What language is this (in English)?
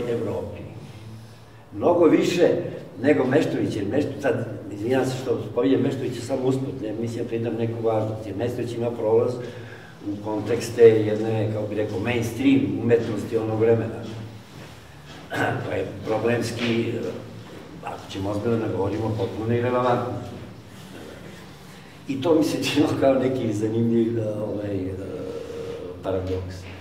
Serbian